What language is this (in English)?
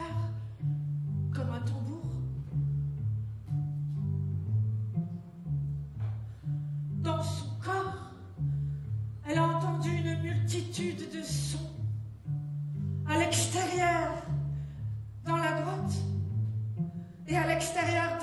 French